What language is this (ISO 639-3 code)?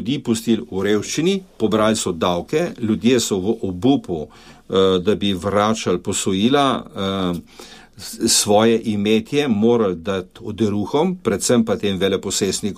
slv